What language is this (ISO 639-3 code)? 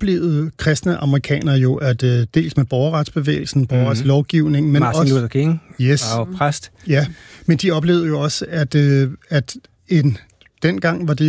dan